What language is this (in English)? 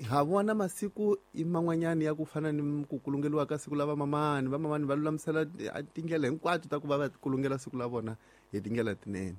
Tsonga